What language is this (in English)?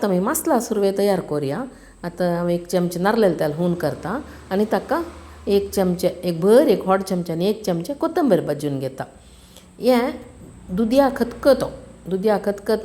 Konkani